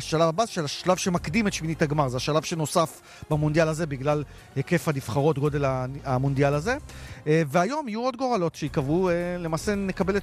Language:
Hebrew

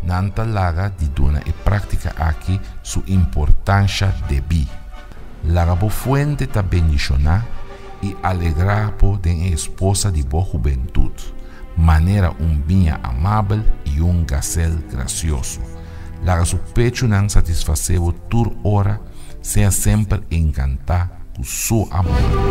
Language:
Papiamento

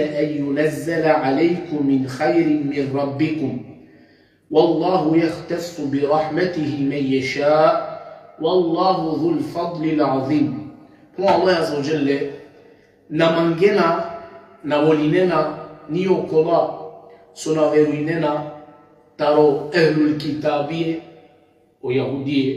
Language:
Balkan Romani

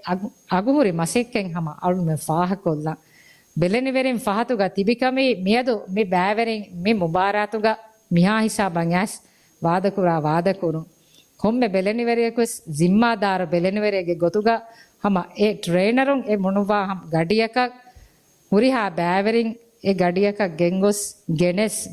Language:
Divehi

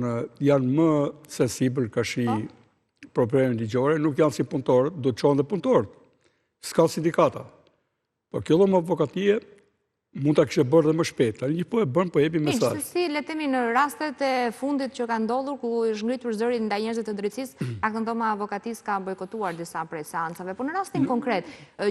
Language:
Albanian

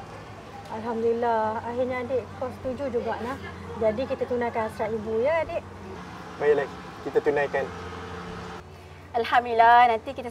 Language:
Malay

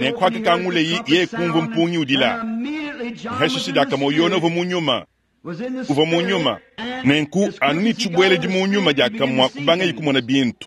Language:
Luba-Lulua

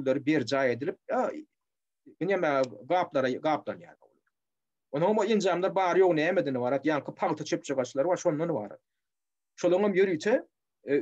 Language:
Turkmen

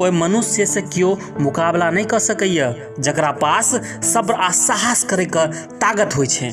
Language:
Maithili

